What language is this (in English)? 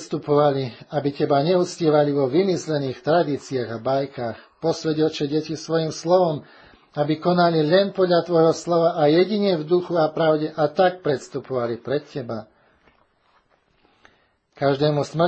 Slovak